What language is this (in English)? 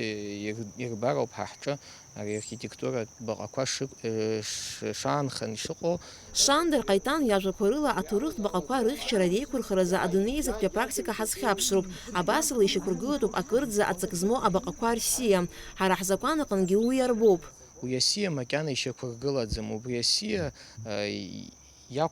Abkhazian